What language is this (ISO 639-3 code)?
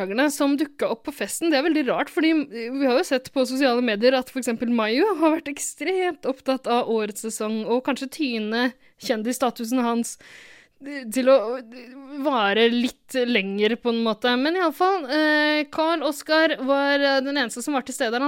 nor